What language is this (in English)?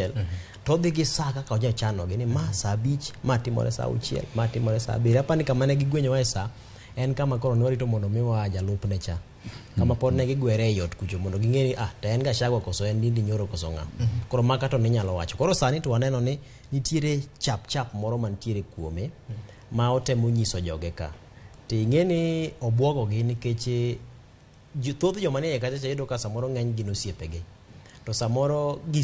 Luo (Kenya and Tanzania)